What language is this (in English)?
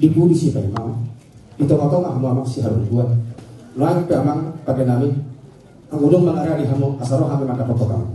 Batak Toba